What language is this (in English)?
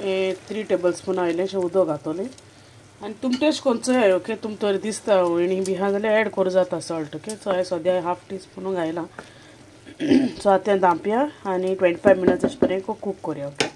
Konkani